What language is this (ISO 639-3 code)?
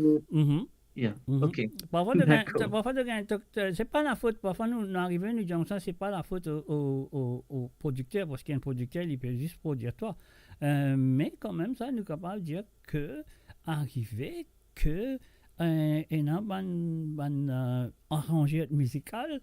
mfe